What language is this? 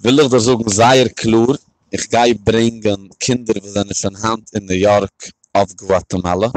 Yiddish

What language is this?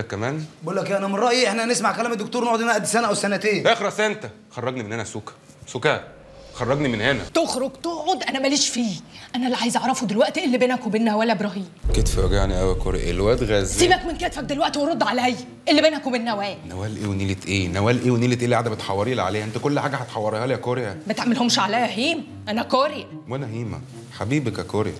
Egyptian Arabic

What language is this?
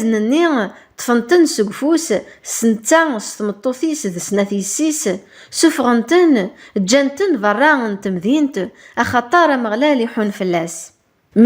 Kabyle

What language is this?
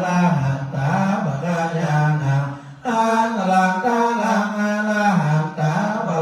Pali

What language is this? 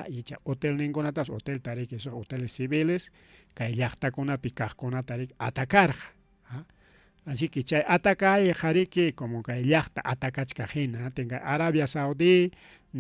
Ayacucho Quechua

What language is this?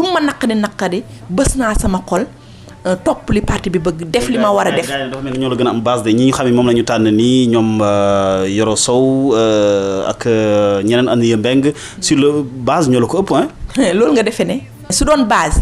Wolof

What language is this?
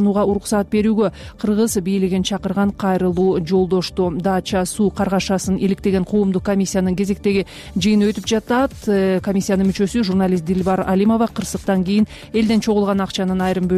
Kyrgyz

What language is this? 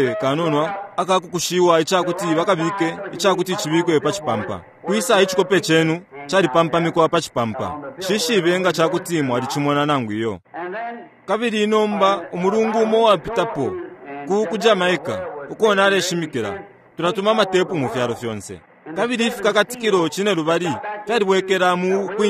Bemba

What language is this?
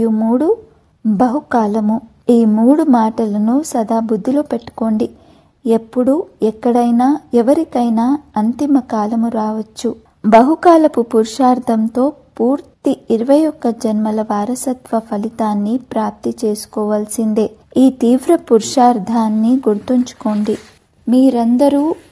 Telugu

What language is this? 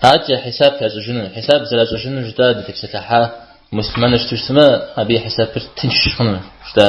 Kabardian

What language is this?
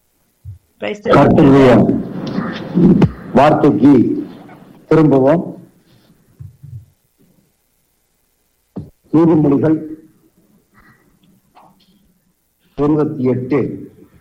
Tamil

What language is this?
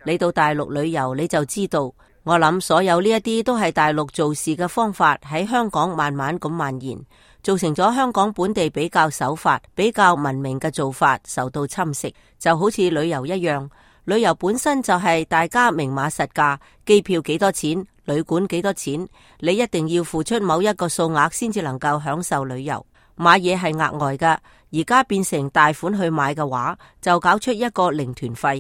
Cantonese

